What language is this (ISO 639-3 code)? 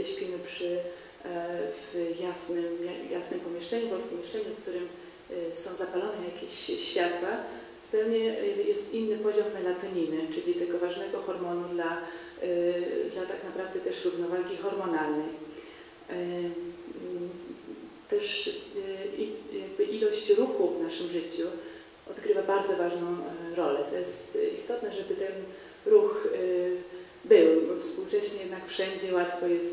pol